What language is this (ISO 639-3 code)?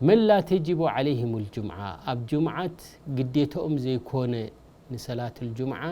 tir